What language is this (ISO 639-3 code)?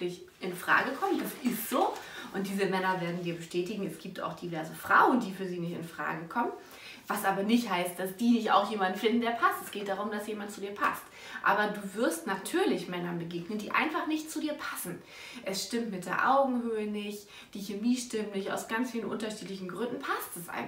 deu